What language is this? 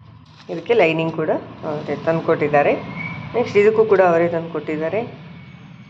Kannada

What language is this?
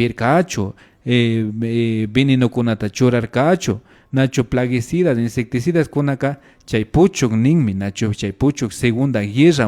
Imbabura Highland Quichua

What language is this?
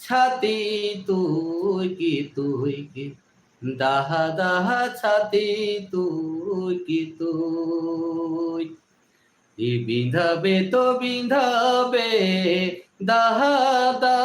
Sadri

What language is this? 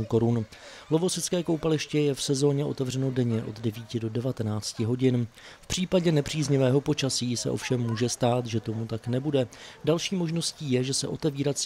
Czech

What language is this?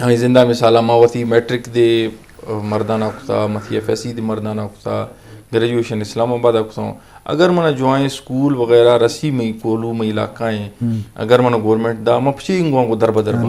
Eastern Balochi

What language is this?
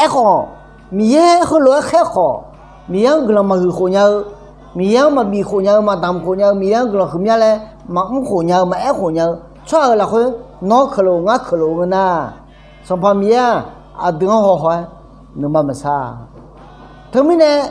Akha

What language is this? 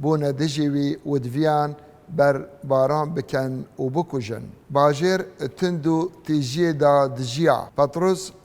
Kurdish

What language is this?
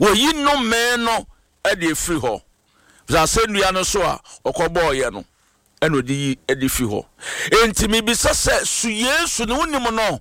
Akan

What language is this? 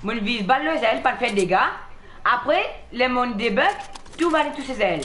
Morisyen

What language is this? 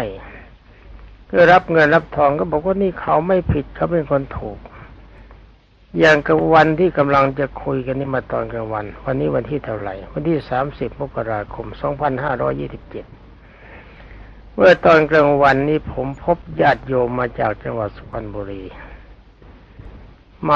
Thai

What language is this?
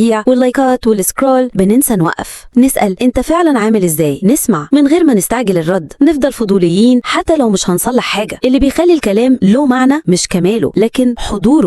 Egyptian Arabic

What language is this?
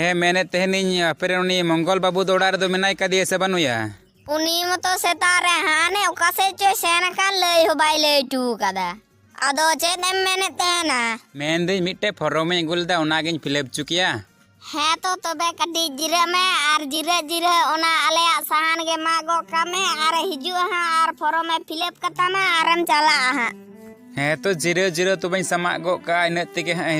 Santali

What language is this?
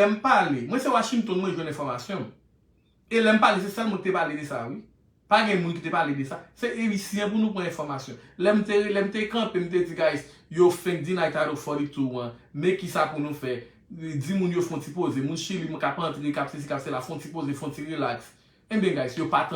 Haitian Creole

